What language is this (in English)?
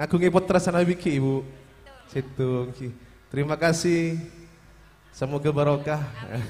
Madurese